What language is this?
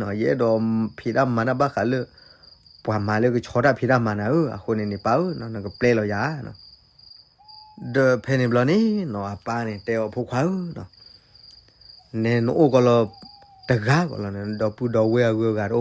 S'gaw Karen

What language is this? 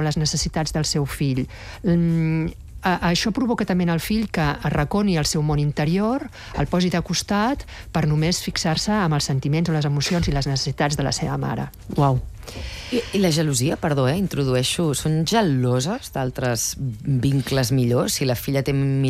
Catalan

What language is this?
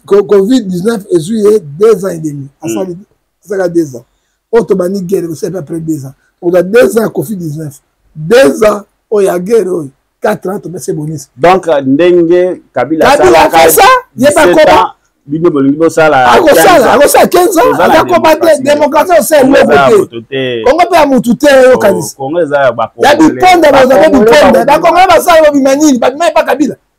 Lingala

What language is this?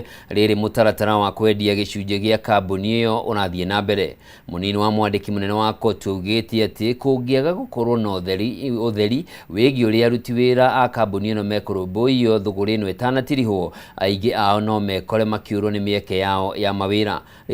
Kikuyu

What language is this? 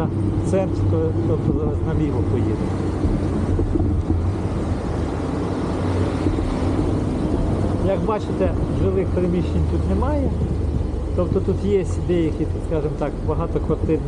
Ukrainian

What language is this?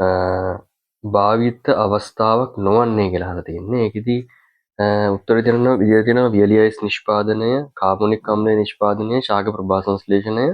Sinhala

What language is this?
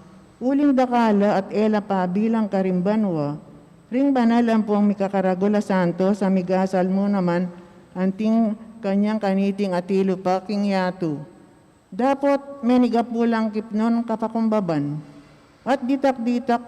Pampanga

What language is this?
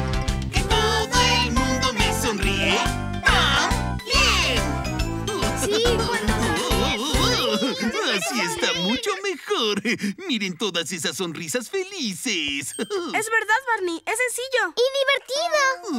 Spanish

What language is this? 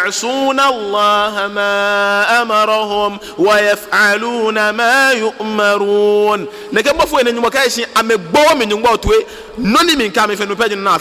Ga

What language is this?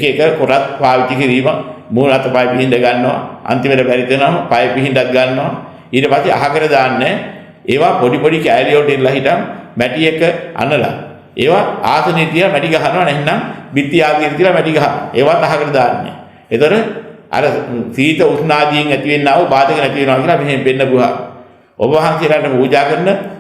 Sinhala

